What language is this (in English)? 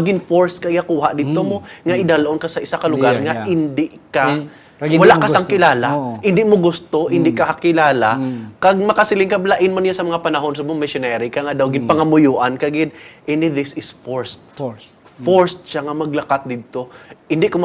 Hiligaynon